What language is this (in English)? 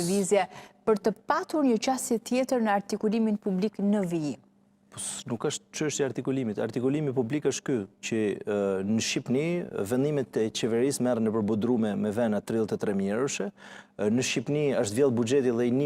Albanian